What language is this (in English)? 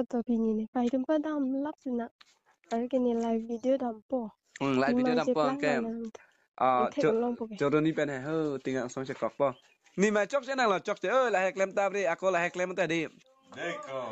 Karbi